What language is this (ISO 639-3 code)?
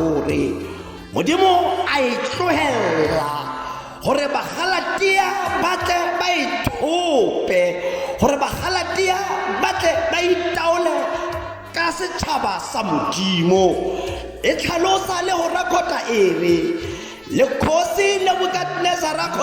tsn